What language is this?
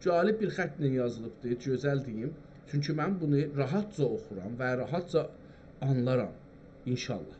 South Azerbaijani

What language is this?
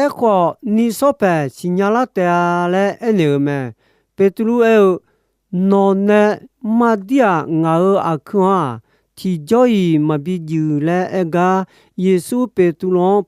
Akha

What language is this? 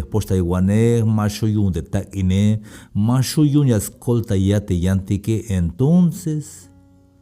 Tzeltal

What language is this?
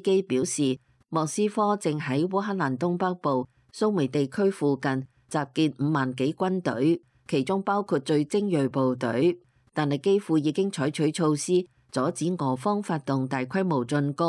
Cantonese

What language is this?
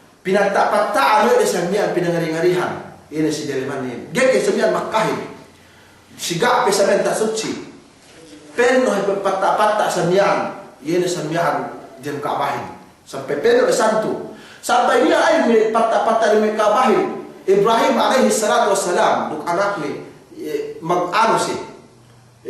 Yakan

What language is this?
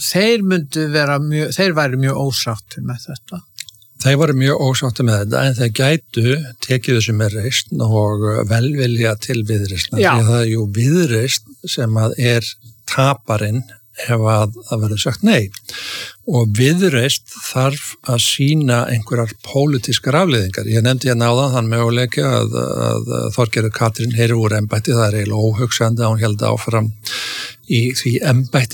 Icelandic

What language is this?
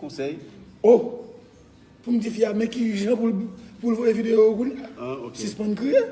Haitian Creole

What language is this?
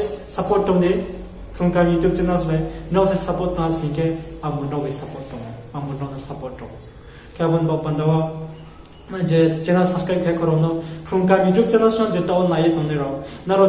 Riang (India)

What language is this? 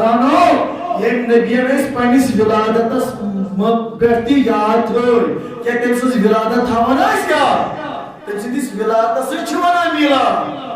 Kashmiri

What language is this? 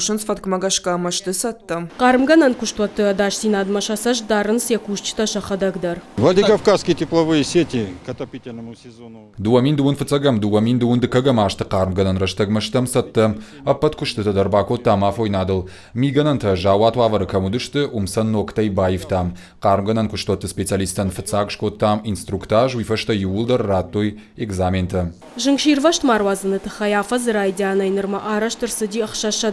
Ossetic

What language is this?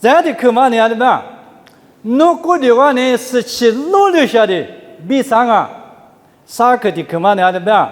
Lisu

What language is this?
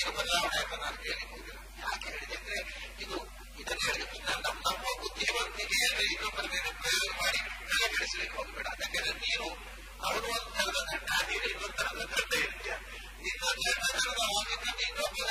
Kannada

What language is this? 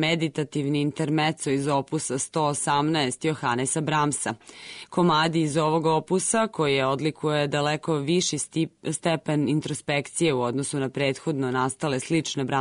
Serbian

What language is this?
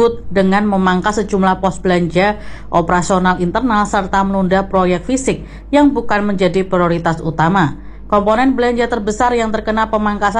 Indonesian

